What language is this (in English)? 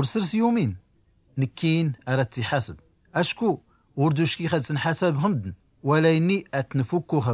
Tachelhit